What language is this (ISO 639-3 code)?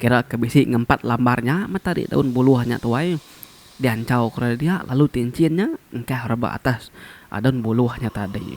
iba